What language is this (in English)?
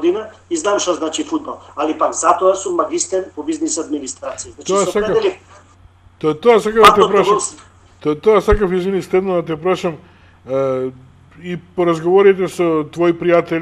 Macedonian